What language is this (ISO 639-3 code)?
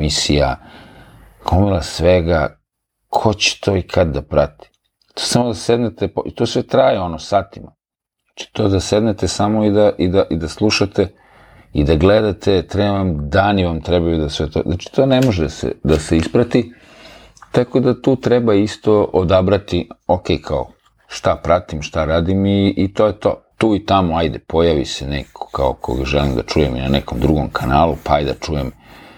srp